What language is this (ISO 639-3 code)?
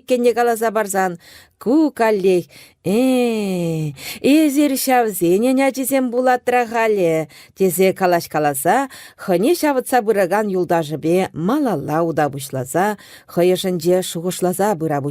chv